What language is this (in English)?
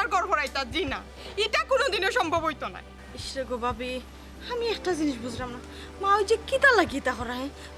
Sylheti